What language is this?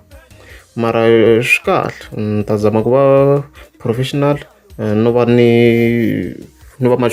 Tsonga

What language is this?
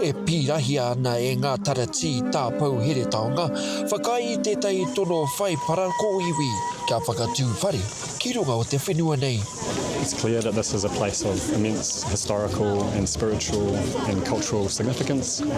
Māori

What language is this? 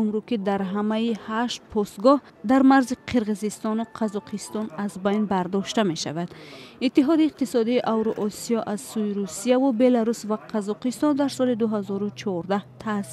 Tajik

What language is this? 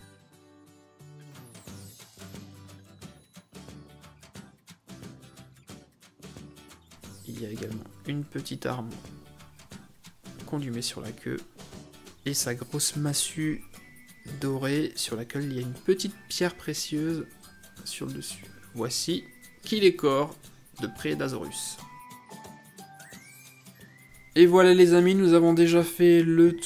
French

